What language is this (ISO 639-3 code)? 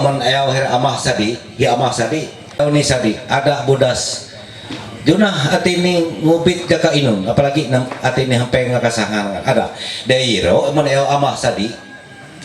mhy